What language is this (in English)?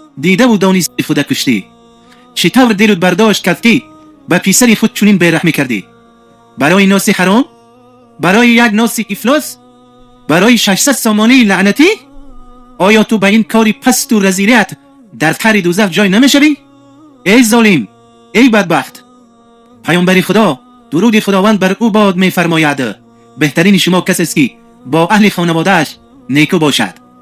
Tajik